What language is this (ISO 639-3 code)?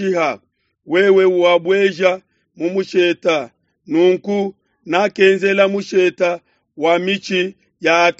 lua